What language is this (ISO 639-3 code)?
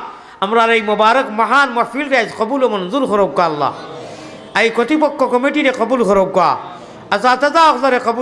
syl